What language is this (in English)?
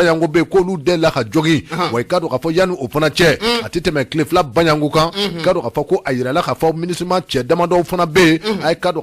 Bambara